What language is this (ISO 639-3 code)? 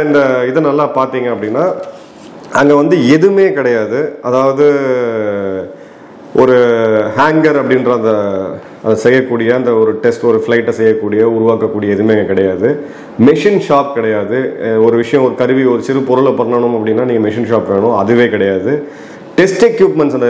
tam